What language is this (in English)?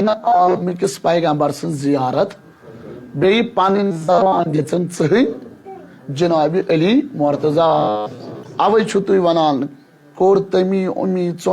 Kashmiri